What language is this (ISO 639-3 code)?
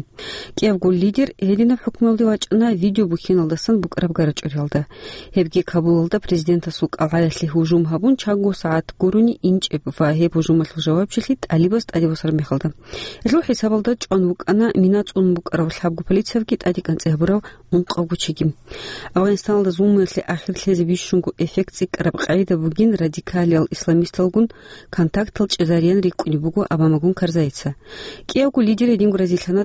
ava